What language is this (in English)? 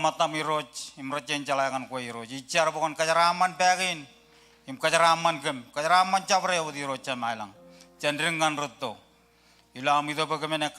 Marshallese